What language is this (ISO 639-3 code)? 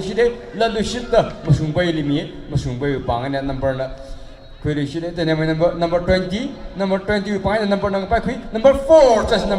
nmf